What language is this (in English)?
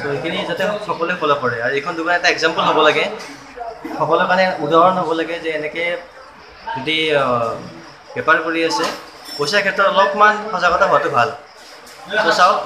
Assamese